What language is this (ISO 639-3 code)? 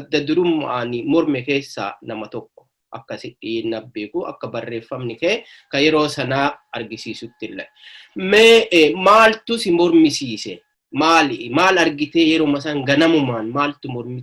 orm